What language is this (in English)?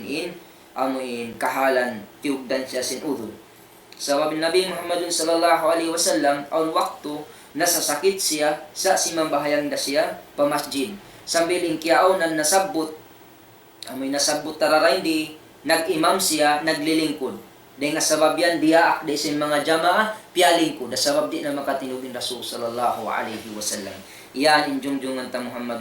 Tausug